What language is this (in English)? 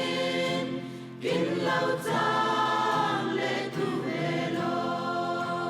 Falam Chin